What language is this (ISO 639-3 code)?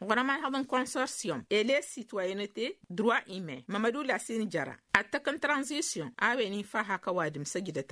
taq